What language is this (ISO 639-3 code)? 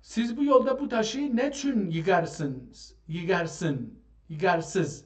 azb